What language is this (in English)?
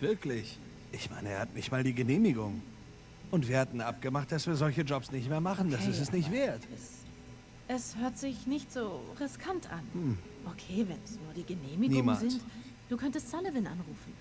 Swiss German